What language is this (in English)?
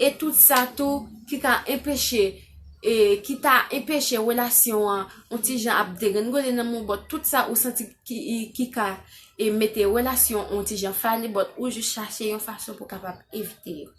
Haitian Creole